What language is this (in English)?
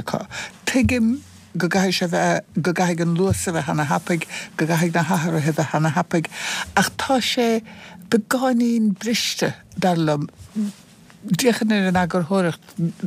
Irish